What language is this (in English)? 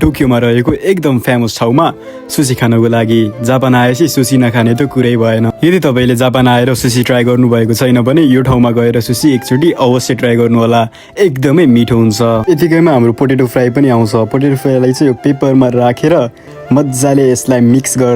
Nepali